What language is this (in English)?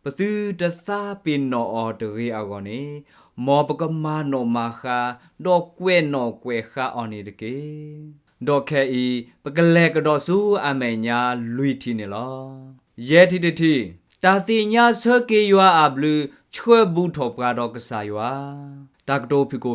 S'gaw Karen